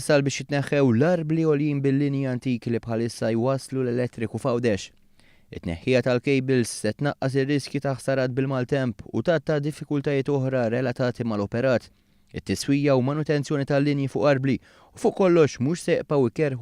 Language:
Maltese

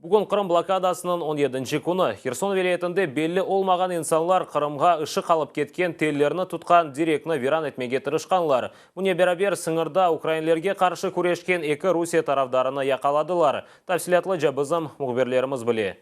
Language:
Crimean Tatar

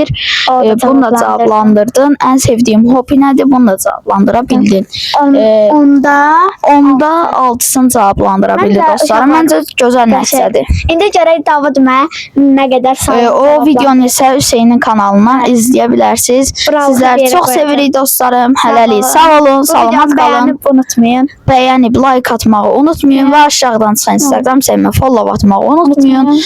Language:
Azerbaijani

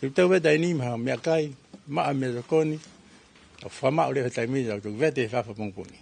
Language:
Tongan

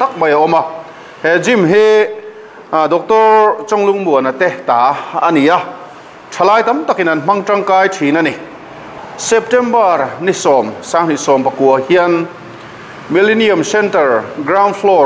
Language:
Mizo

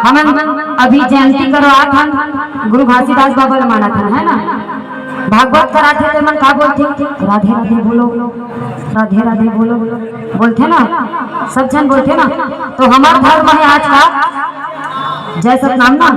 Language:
Chhattisgarhi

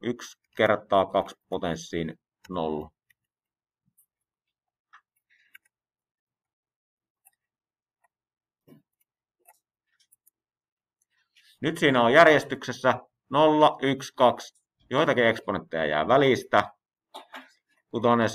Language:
Finnish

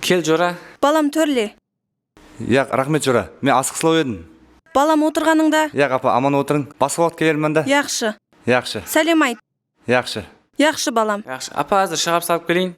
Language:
Kara-Kalpak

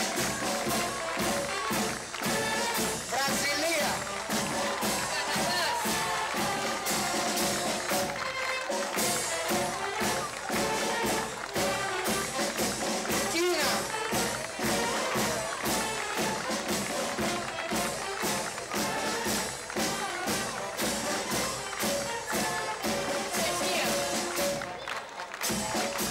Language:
Greek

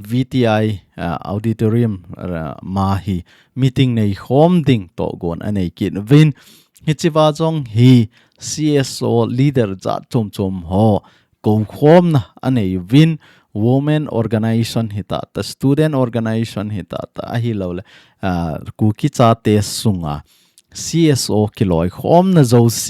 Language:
Thado Chin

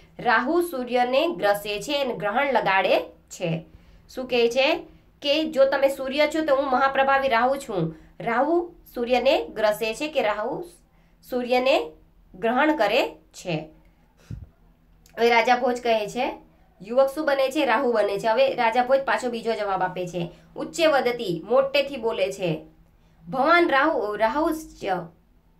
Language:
Gujarati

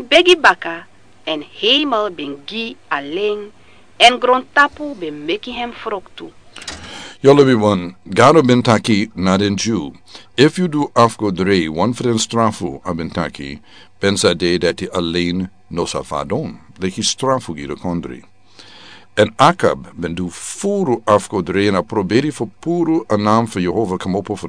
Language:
Sranan Tongo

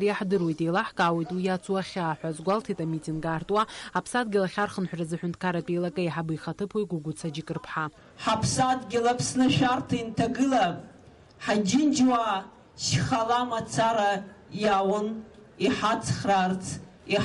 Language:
Abkhazian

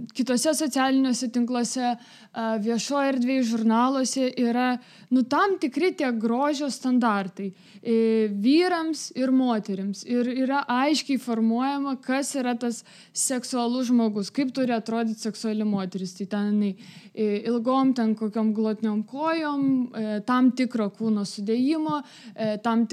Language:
Lithuanian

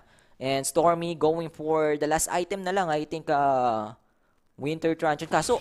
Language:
Filipino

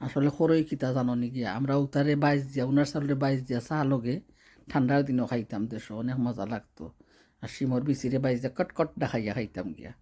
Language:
Sylheti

